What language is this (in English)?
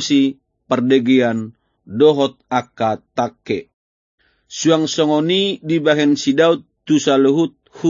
Batak Toba